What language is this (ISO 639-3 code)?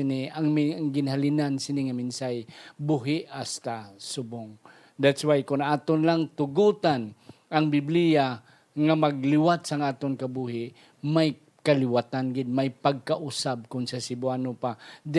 hil